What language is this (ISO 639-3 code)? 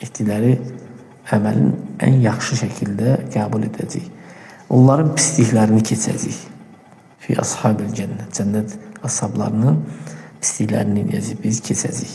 aze